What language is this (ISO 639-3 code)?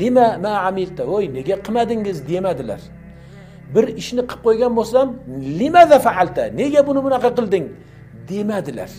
uzb